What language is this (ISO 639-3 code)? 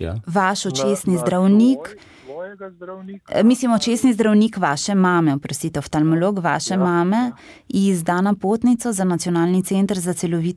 slv